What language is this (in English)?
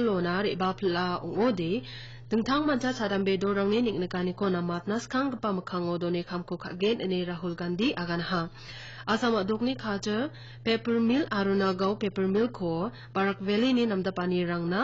Garo